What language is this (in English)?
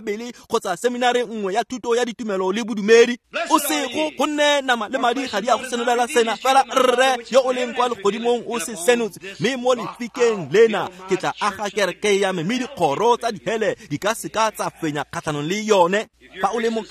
Tswana